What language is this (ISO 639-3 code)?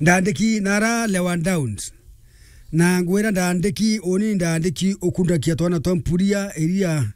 mer